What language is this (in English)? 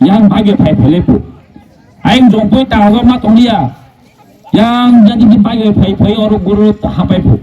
Kok Borok